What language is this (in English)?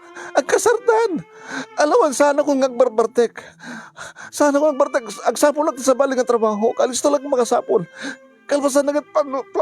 Iloko